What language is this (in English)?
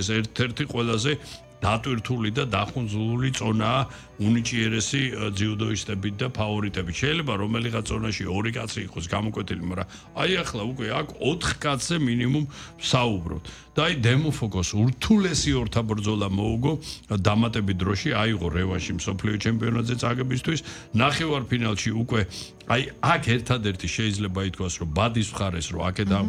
Georgian